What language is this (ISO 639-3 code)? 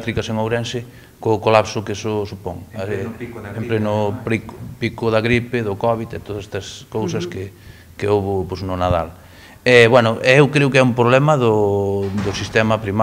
glg